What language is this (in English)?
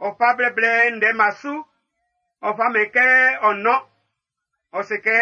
Baoulé